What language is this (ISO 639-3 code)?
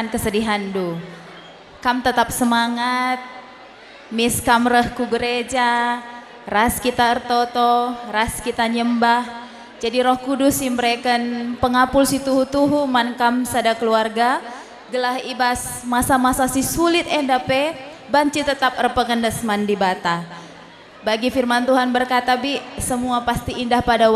btx